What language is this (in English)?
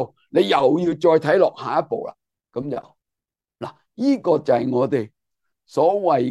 Cantonese